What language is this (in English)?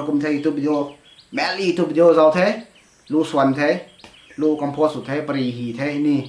Rongmei Naga